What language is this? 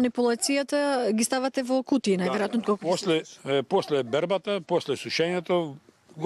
Macedonian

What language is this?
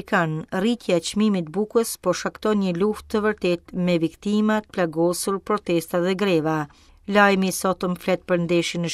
Albanian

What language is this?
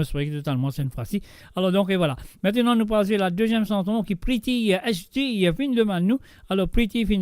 Morisyen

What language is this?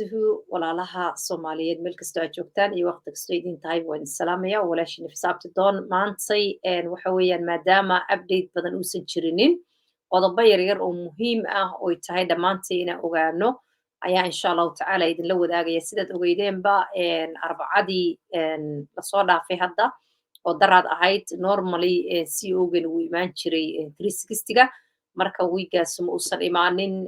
Somali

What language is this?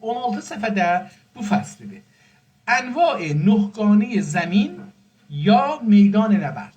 South Azerbaijani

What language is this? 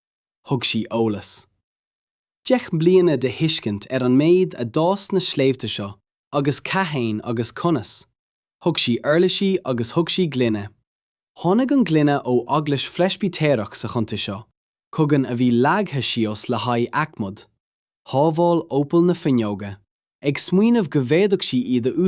Irish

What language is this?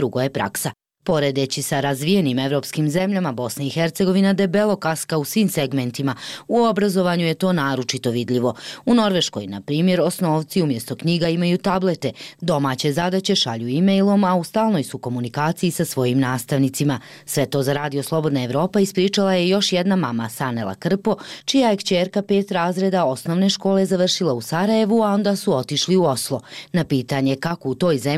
Bosnian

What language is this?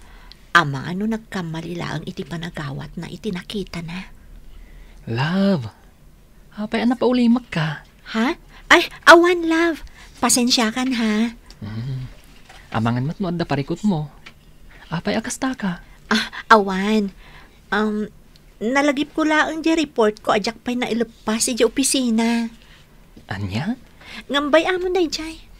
Iloko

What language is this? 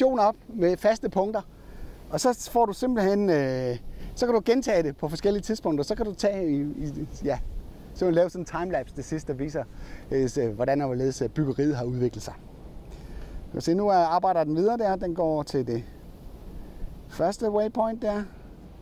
Danish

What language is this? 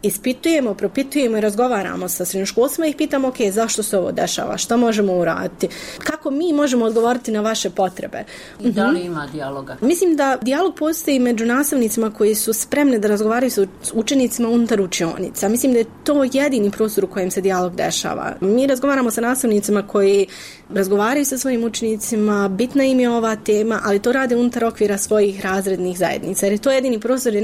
Bosnian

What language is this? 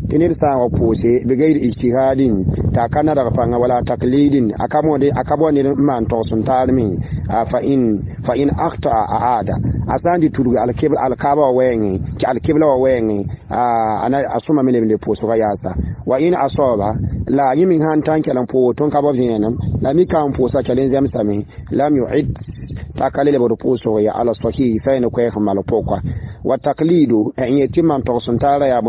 Mossi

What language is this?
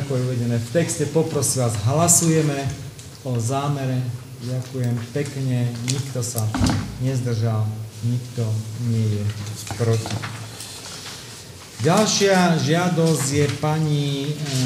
Slovak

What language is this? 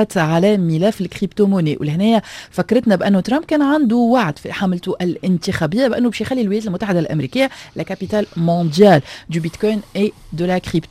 Tunisian Arabic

